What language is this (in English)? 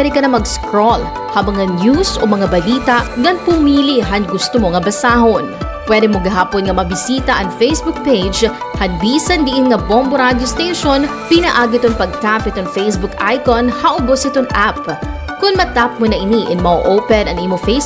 Waray